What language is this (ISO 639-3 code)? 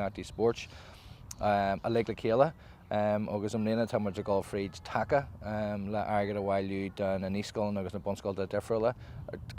gle